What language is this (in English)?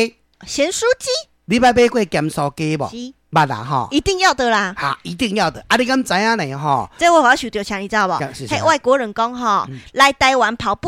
Min Nan Chinese